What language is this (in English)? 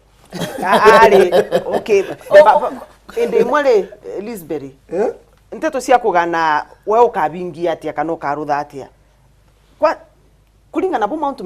Meru